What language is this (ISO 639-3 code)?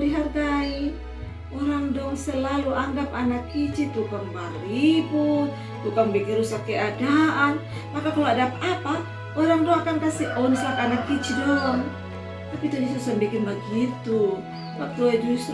mkn